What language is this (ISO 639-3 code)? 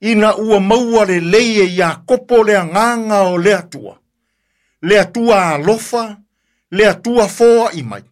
smo